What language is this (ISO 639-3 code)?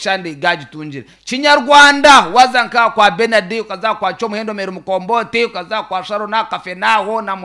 nyn